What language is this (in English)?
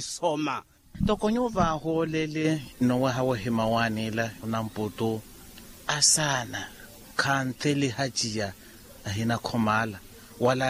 Makhuwa